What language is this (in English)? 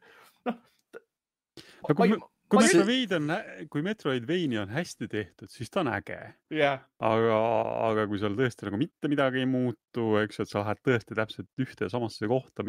Estonian